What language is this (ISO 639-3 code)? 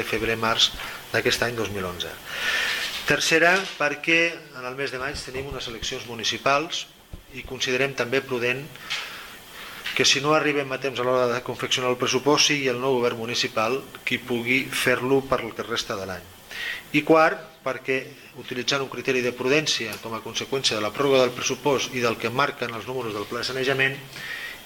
cat